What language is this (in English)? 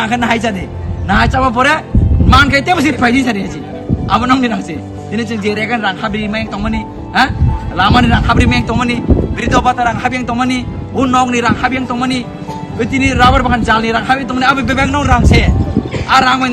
Kok Borok